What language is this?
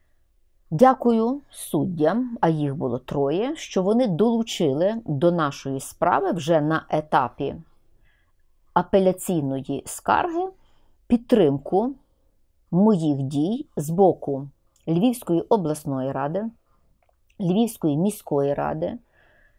Ukrainian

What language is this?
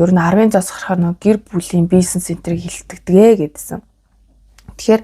Mongolian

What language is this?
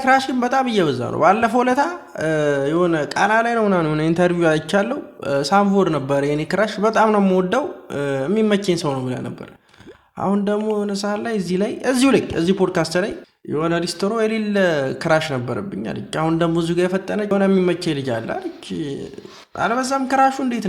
Amharic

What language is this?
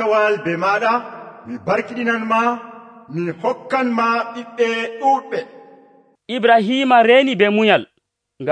Nigerian Fulfulde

